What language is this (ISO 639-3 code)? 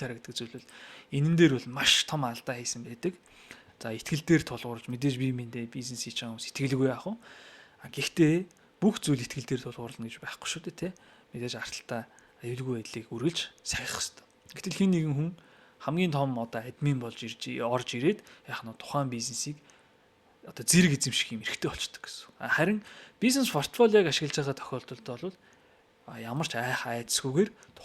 mon